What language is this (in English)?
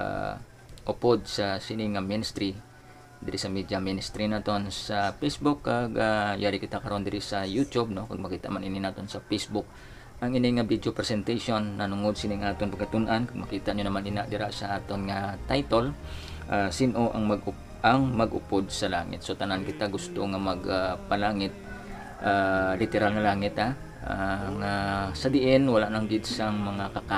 Hiligaynon